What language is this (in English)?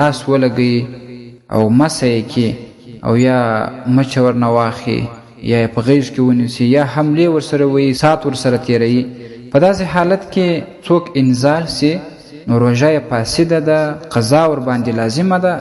Pashto